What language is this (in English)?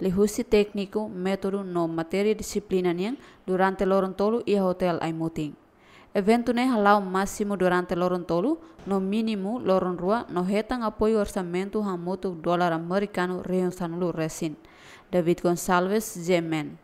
Tetum